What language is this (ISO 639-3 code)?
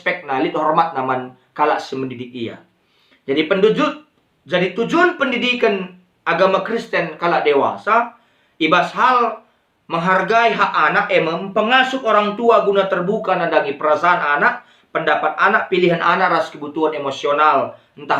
btx